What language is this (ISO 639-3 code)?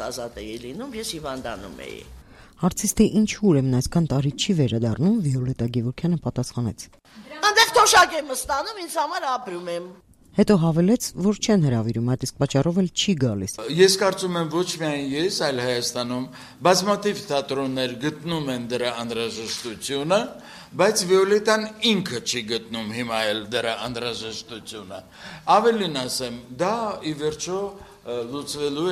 hye